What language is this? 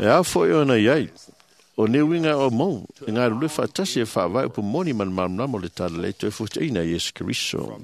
Samoan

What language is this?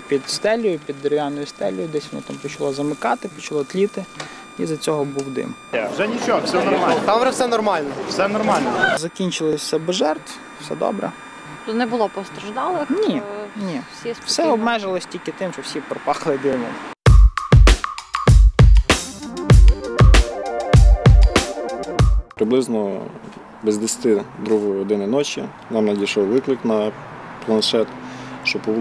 Ukrainian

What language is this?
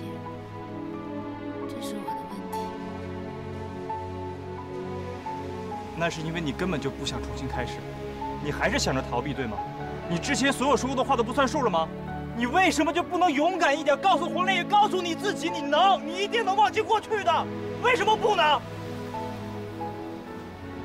Chinese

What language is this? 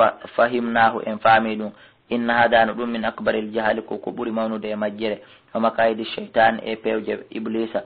Fula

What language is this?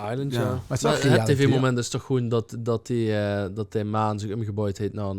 Limburgish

